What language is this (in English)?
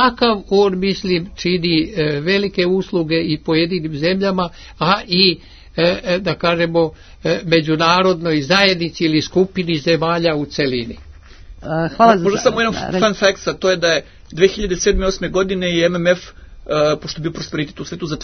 Serbian